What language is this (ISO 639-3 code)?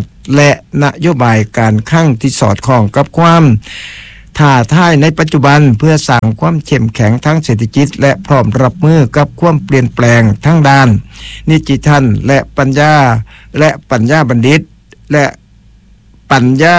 tha